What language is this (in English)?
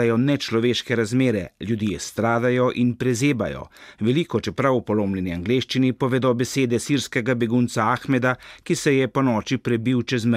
Slovenian